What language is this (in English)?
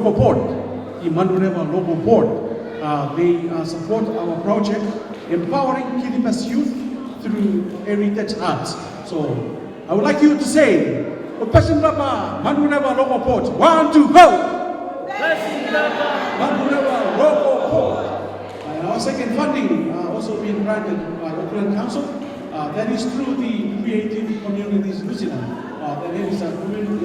Gilbertese